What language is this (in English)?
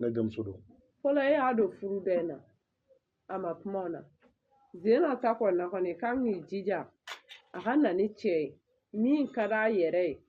Bambara